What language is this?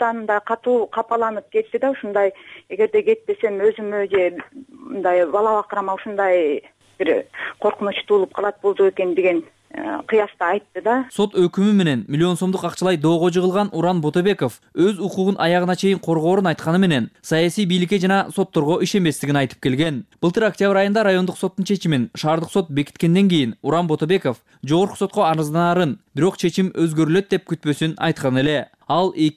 Kyrgyz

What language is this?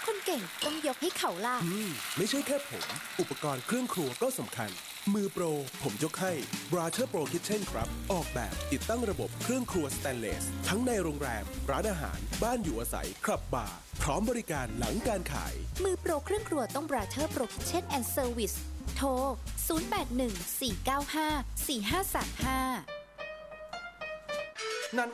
Thai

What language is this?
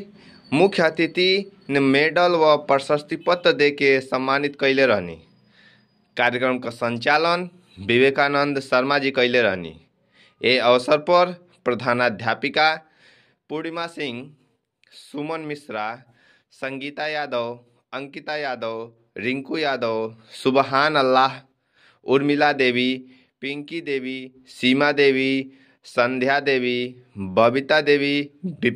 Bhojpuri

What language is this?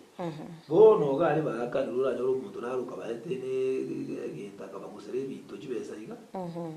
Gusii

